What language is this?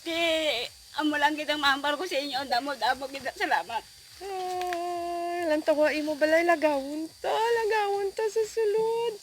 Hiligaynon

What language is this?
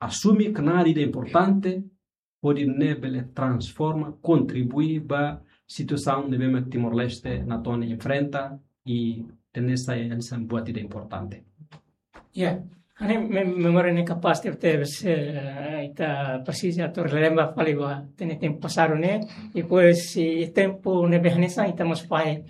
Tetum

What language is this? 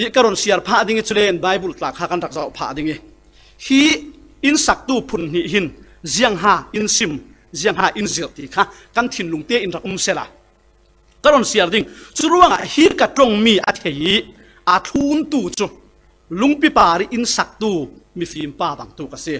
Falam Chin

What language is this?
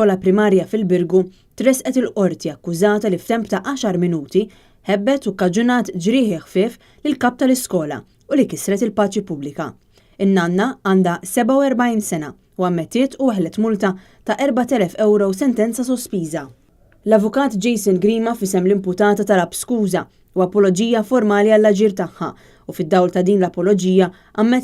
Maltese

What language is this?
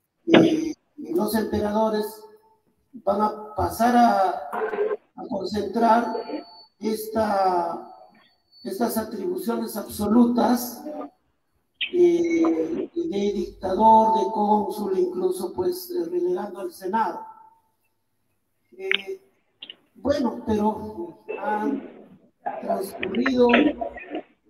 Spanish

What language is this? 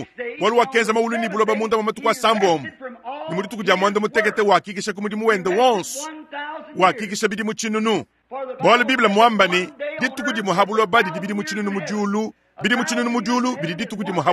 Luba-Lulua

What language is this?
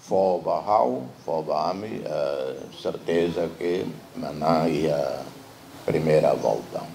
Tetum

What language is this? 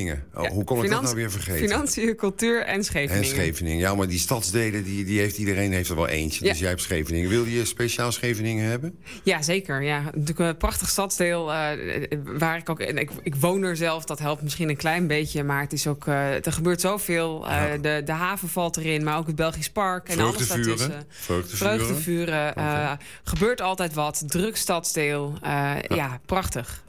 Dutch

